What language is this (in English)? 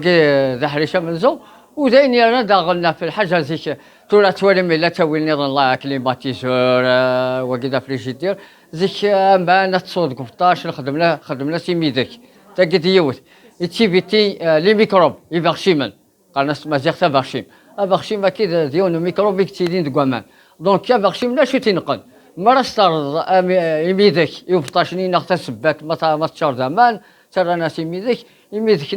Kabyle